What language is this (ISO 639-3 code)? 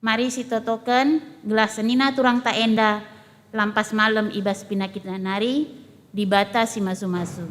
btx